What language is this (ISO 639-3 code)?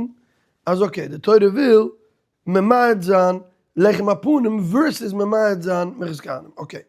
yid